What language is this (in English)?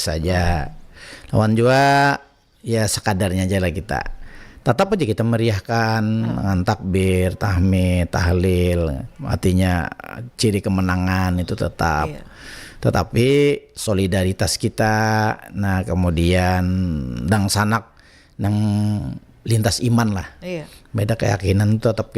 Banjar